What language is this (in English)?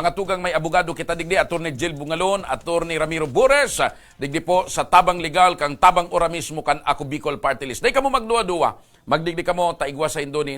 Bikol